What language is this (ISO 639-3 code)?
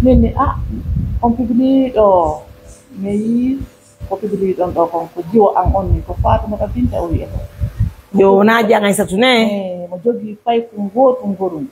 fuf